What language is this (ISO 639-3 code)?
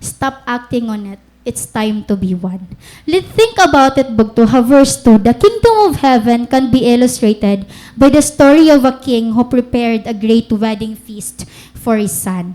war